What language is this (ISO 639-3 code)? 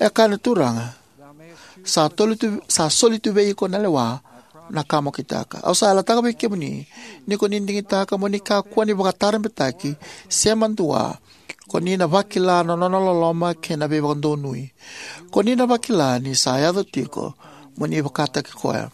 fij